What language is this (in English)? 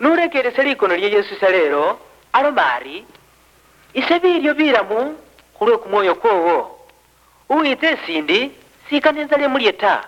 Luyia